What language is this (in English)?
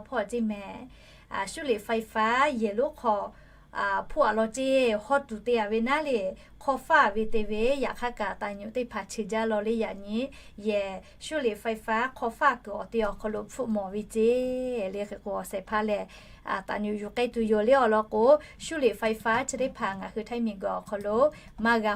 Lahu